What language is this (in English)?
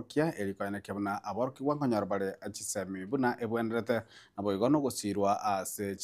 Gusii